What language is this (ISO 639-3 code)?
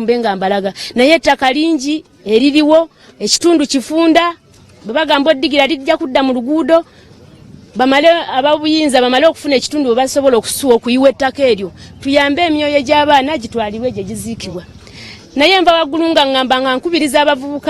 lug